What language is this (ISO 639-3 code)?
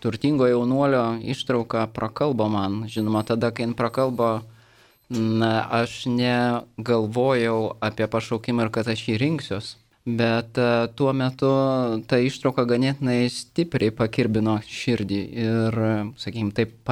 lit